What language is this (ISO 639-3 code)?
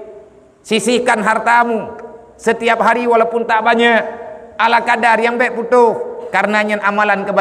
ace